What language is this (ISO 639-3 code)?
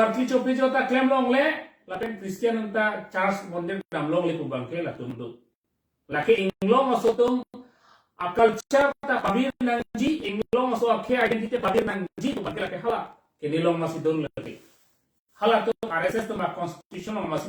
mjw